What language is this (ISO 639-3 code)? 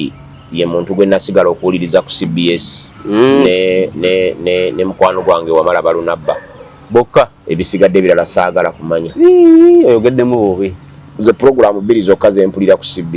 lug